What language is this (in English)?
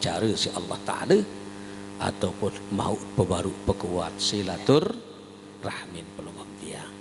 Sasak